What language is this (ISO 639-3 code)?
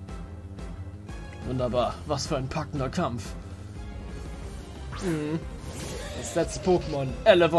deu